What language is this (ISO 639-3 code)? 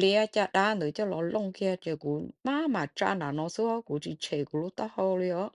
hmn